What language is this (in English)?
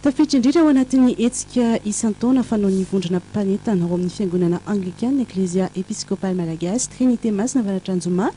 Malagasy